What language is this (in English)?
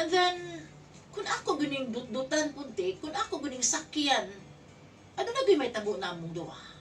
Cebuano